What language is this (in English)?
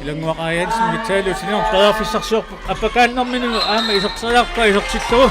Kalaallisut